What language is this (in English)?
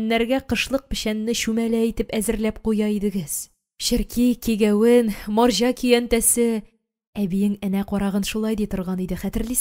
Tatar